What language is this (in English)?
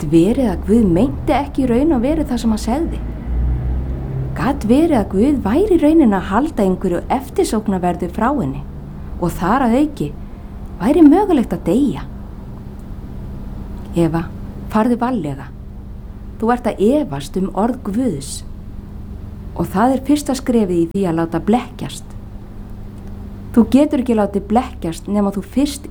Icelandic